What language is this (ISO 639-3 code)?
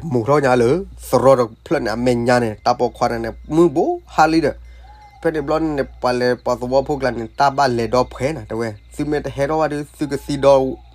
ksw